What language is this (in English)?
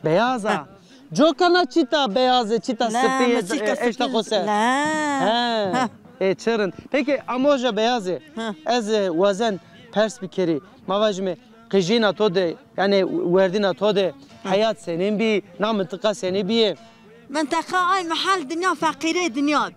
Zaza